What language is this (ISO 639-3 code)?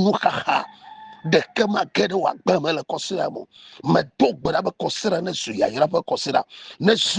ewe